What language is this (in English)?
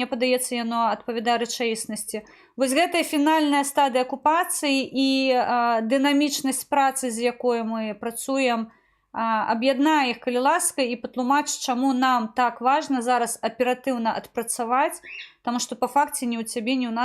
Belarusian